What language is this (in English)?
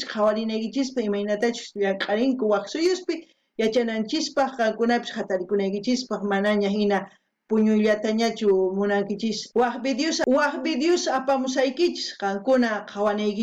South Bolivian Quechua